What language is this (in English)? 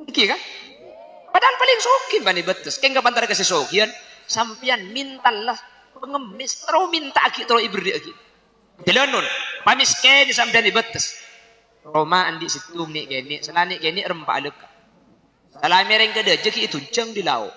Madurese